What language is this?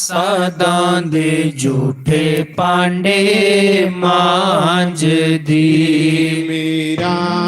Dogri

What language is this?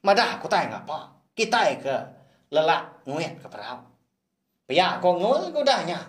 Iban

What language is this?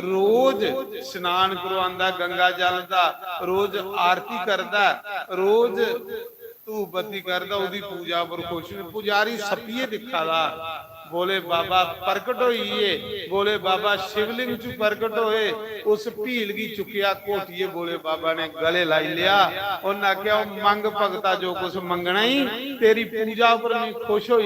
Dogri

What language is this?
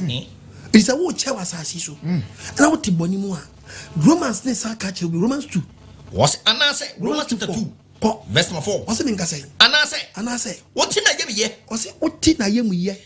Akan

